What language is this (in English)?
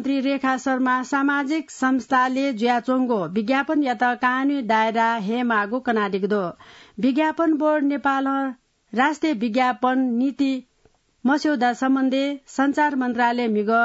Newari